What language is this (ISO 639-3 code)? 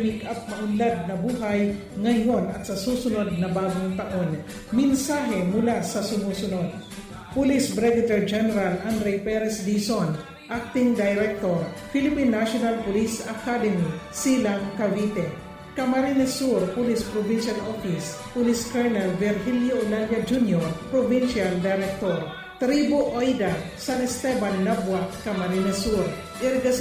bik